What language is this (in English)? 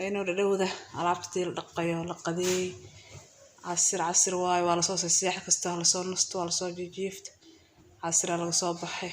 Somali